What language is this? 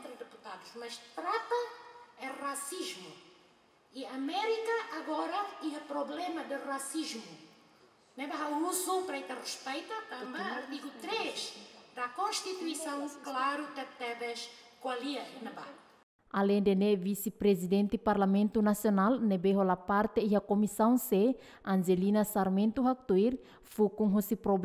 Tetum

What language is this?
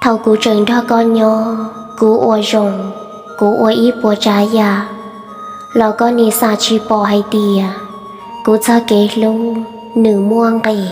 Hmong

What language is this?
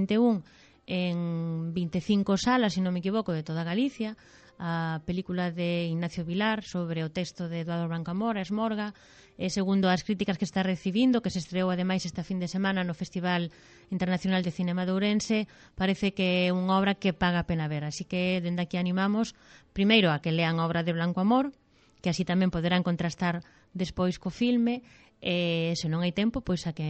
Galician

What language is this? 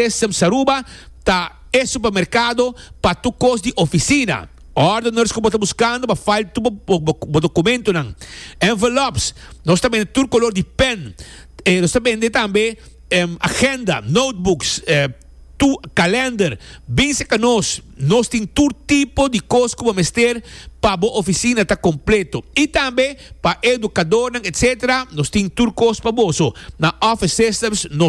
Papiamento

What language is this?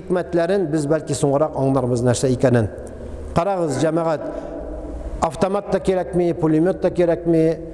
Tatar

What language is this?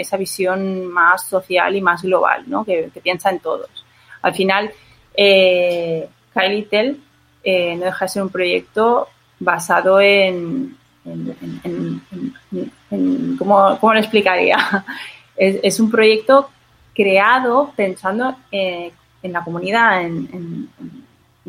Spanish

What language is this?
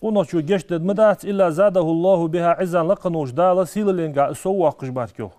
Ingush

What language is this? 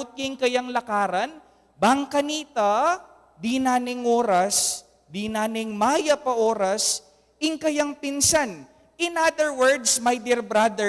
Pampanga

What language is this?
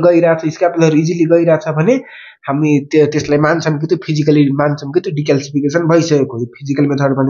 Nepali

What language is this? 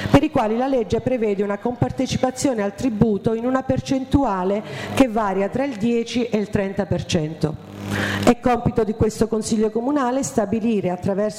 Italian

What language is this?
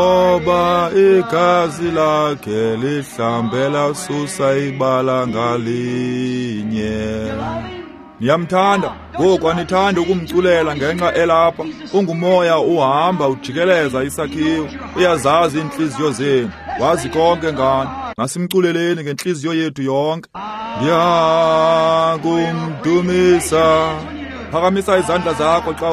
Xhosa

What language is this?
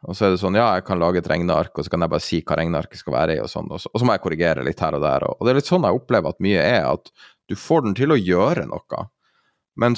Norwegian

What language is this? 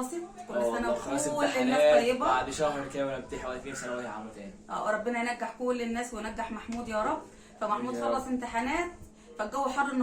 Egyptian Arabic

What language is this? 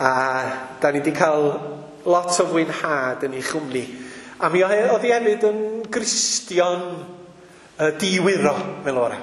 Welsh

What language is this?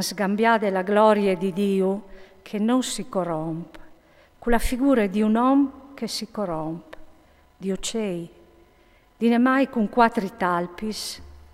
Friulian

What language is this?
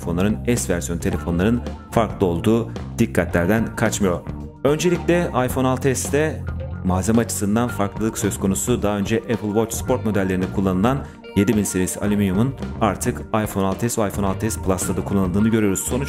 Turkish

